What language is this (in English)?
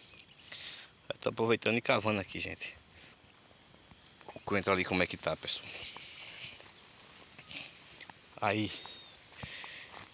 Portuguese